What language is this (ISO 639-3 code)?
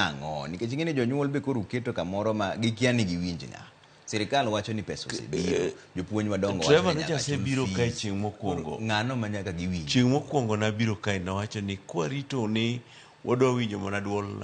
luo